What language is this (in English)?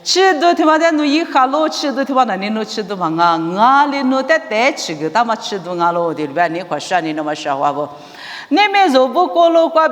Lisu